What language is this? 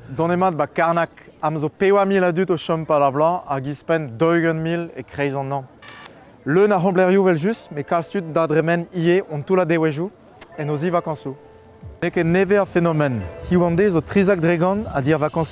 Breton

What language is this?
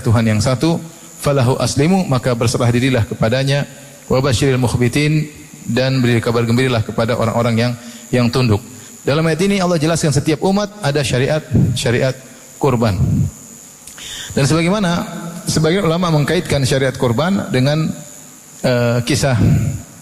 Indonesian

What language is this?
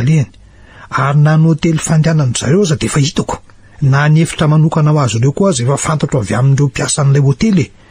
Malagasy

